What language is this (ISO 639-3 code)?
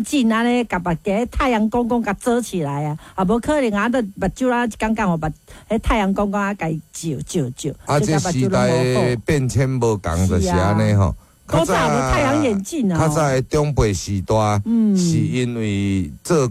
nan